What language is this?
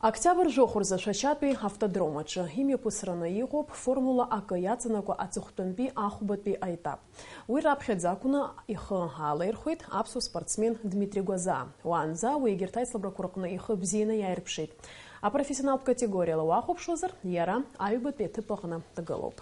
Abkhazian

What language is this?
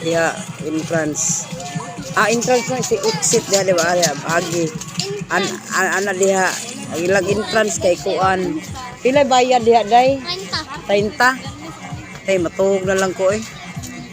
Cebuano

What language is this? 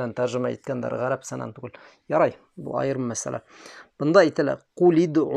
Bashkir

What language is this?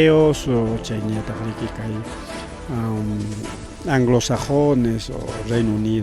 Ayacucho Quechua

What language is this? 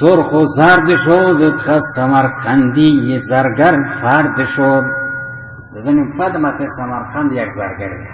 Baluchi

